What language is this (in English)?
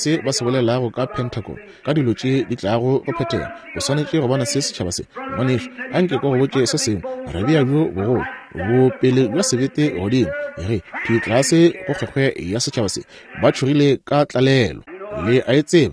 Northern Sotho